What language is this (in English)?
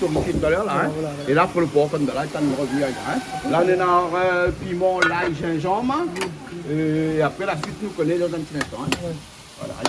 Réunion Creole French